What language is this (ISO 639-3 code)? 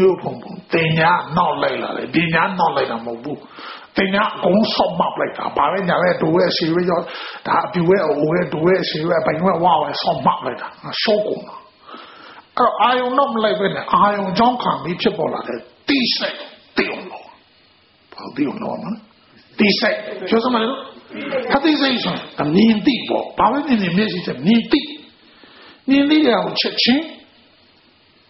mya